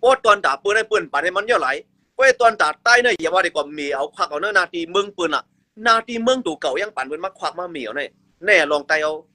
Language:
Shan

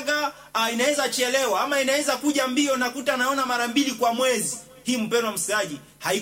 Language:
Swahili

